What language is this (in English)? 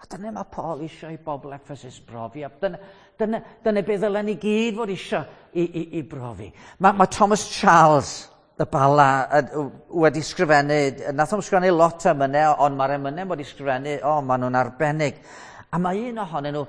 Welsh